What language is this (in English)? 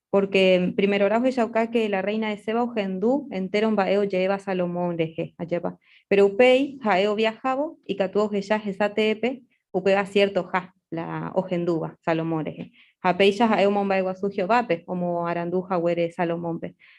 Guarani